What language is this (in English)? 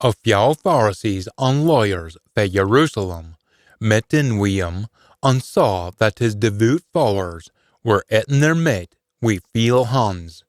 Scots